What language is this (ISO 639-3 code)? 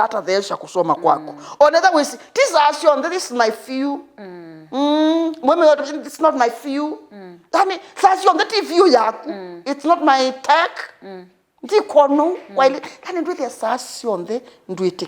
kam